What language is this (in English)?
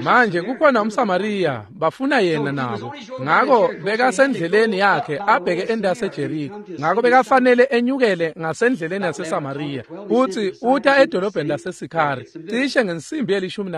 Swati